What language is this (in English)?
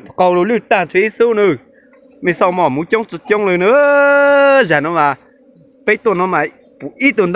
Hmong